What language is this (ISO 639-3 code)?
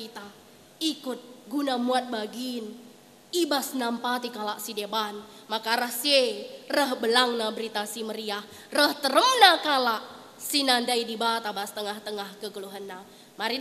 btx